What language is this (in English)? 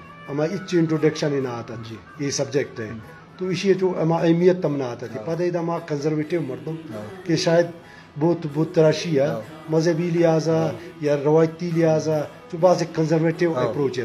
Eastern Balochi